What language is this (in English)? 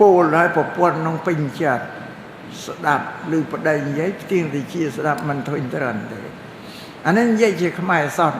Khmer